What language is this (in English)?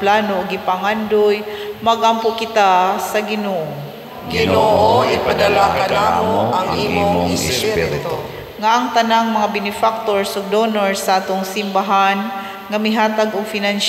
Cebuano